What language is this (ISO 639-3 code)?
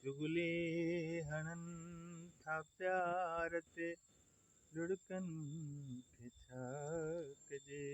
snd